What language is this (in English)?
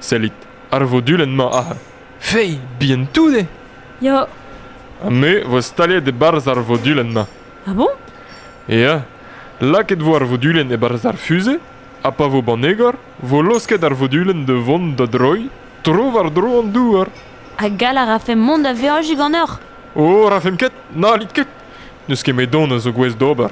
Breton